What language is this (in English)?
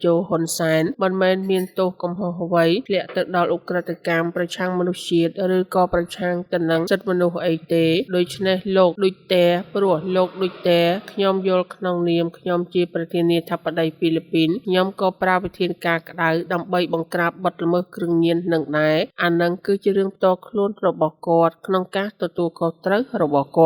Khmer